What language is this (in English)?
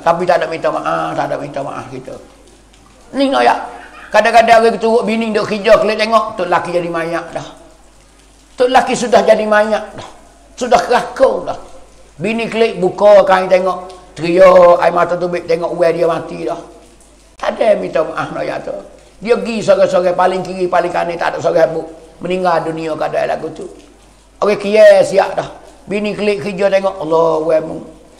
Pattani Malay